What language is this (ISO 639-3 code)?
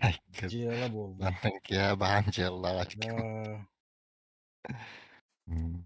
sah